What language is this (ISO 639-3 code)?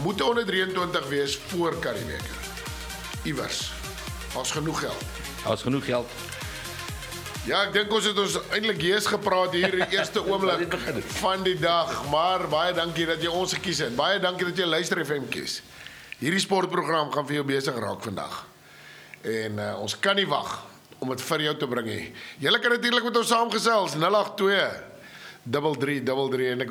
afr